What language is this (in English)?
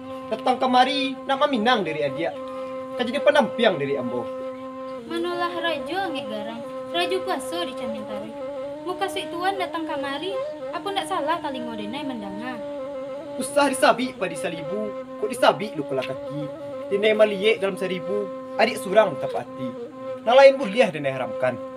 Minangkabau